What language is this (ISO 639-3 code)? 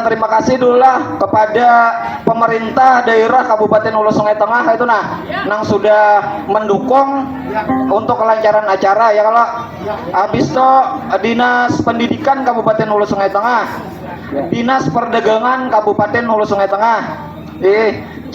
bjn